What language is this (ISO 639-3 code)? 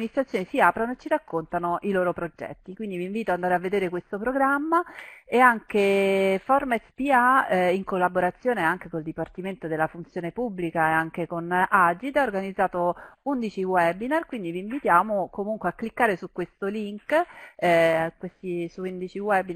ita